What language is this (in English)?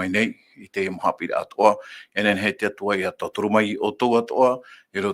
Tahitian